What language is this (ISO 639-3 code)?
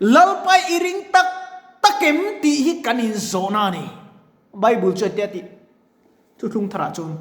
lus